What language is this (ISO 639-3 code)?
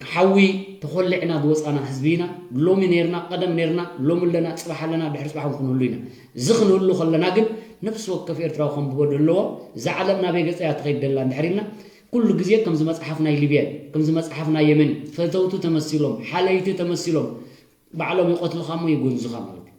tir